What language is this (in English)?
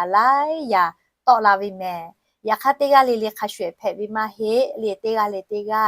Lahu